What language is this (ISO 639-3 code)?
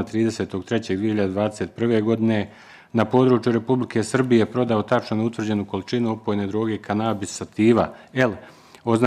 bos